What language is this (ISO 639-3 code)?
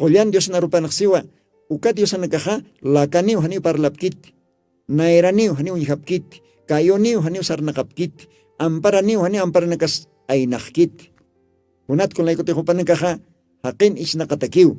aym